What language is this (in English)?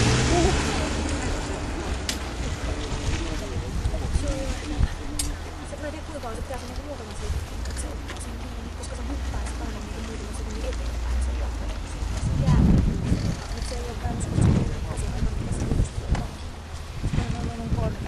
Finnish